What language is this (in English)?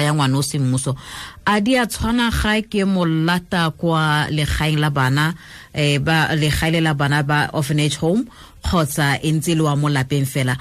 Tswana